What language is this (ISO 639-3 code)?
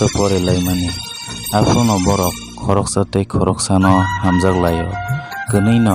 trp